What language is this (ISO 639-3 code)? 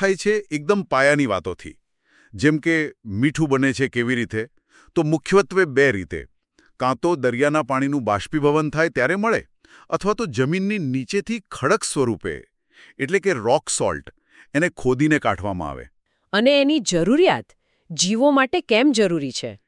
guj